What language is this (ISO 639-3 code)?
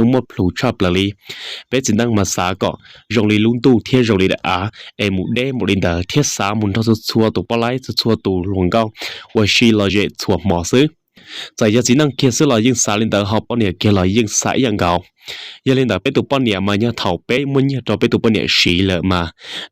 hmn